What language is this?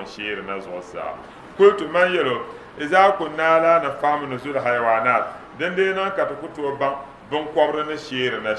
Dagbani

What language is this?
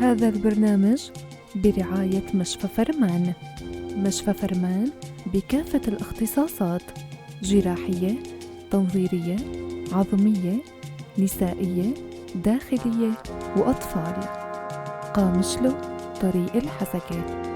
North Levantine Arabic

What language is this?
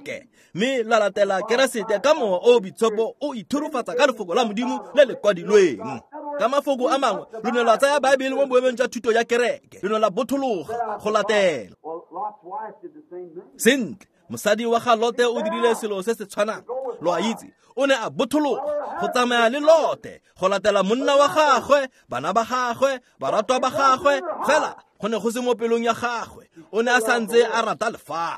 Tswana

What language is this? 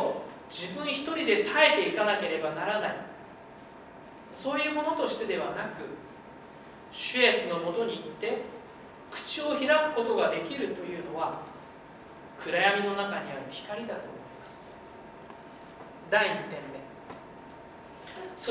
Japanese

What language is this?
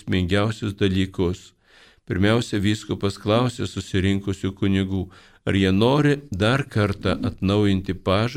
Lithuanian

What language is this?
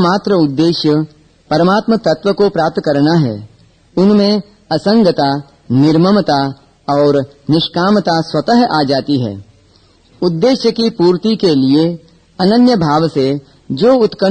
Hindi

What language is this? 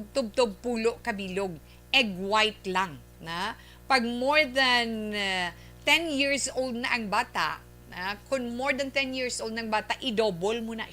Hiligaynon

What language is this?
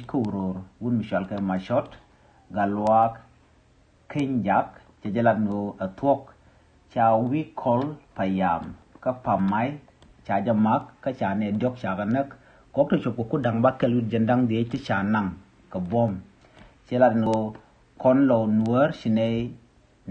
Nuer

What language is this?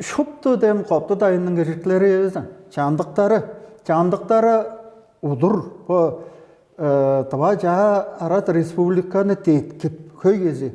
Tuvinian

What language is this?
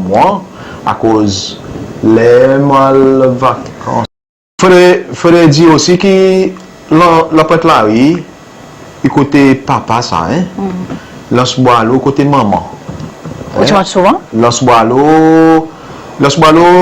Seselwa Creole French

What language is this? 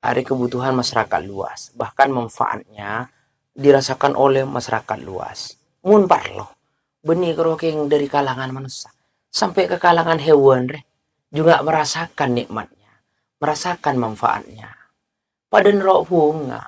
Madurese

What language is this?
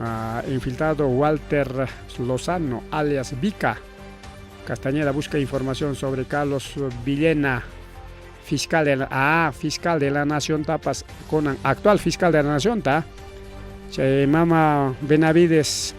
Ayacucho Quechua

